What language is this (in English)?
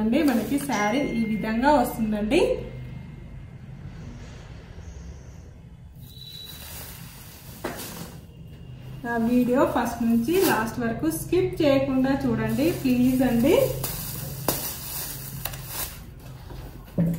Telugu